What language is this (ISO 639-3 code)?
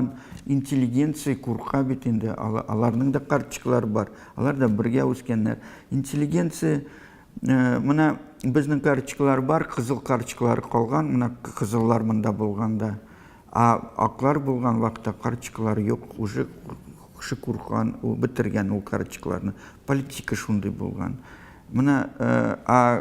tat